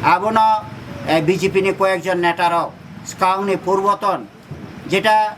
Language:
Kok Borok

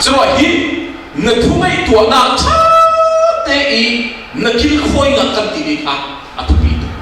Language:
Falam Chin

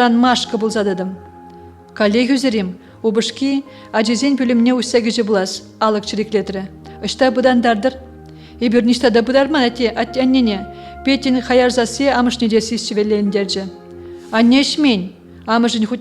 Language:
Chuvash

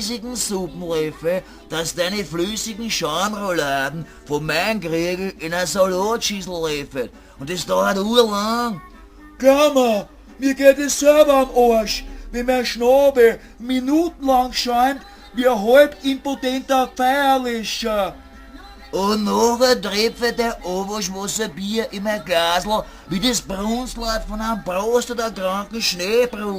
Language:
Bavarian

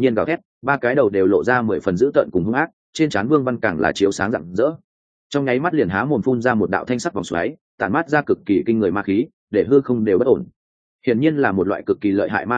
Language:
Vietnamese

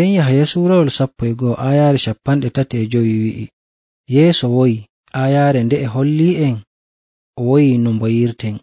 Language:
Nigerian Fulfulde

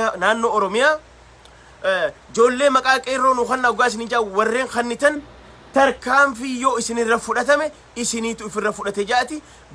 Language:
Oromo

